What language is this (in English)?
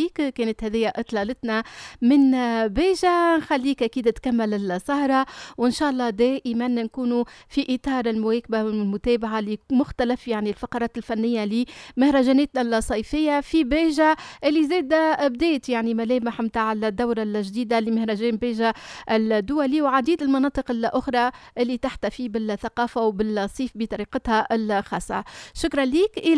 Tunisian Arabic